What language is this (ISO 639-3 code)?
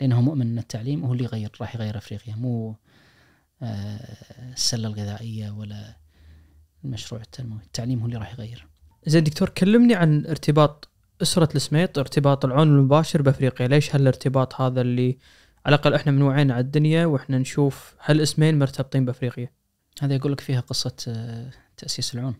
ars